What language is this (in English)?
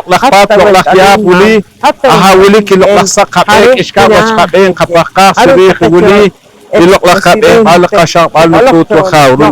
Poqomchi'